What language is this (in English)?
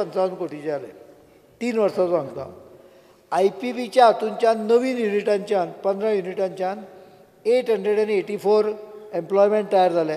Konkani